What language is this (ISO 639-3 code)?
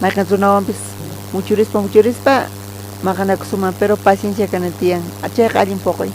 quh